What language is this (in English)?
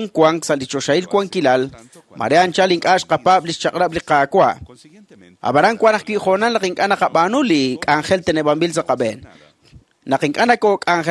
Kekchí